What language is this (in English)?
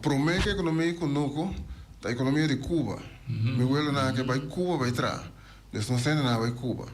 Papiamento